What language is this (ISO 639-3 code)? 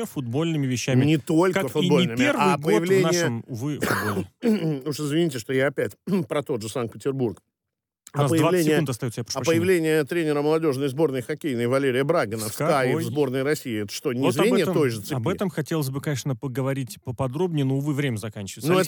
rus